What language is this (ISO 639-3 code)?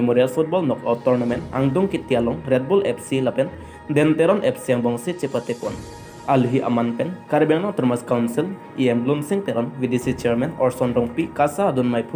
mjw